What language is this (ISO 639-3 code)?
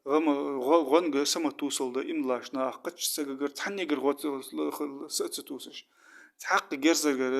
inh